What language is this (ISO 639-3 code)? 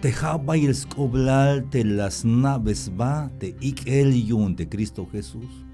tzh